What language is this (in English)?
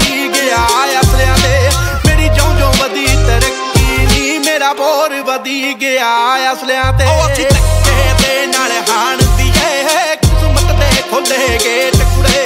Punjabi